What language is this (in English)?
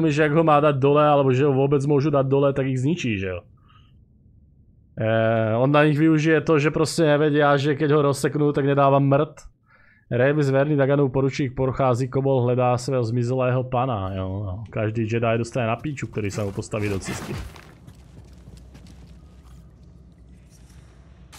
Slovak